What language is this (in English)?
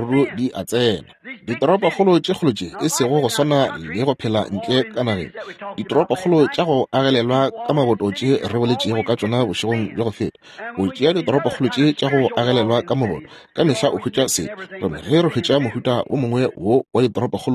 Northern Sotho